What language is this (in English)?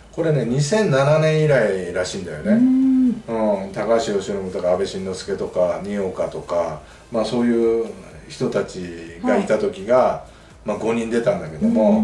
Japanese